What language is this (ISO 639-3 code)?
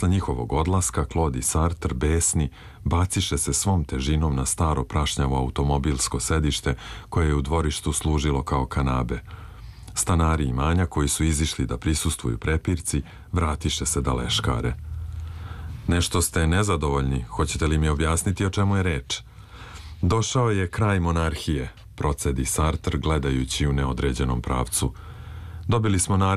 srp